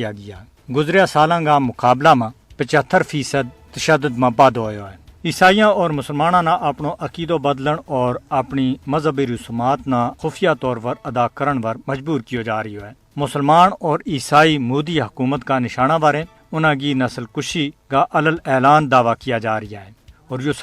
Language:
Gujari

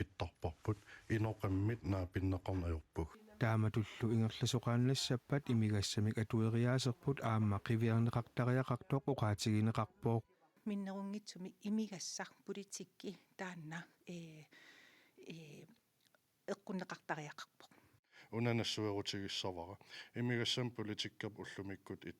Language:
Kalaallisut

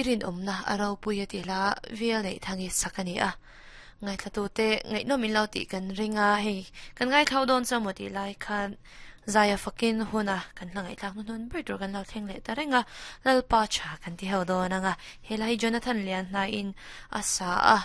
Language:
Mizo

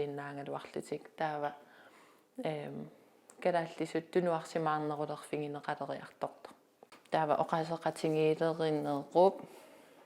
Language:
Kalaallisut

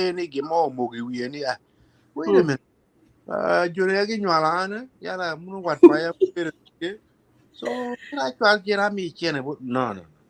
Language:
Acoli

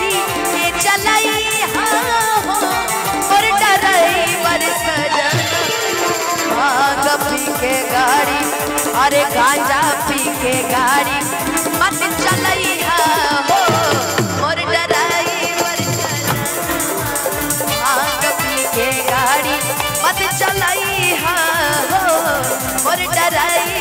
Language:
Bhojpuri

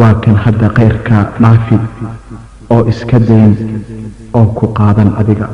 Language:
Somali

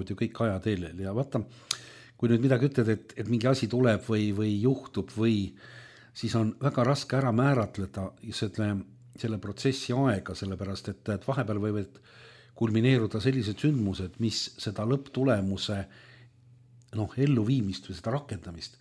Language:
Estonian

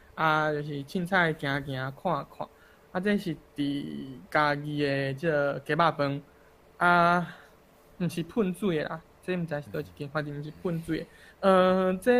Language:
Min Nan Chinese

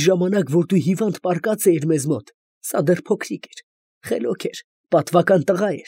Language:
Armenian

